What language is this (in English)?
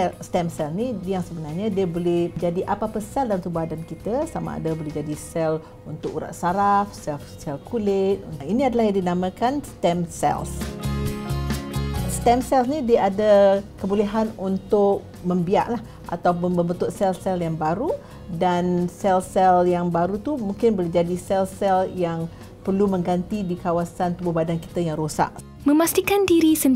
Malay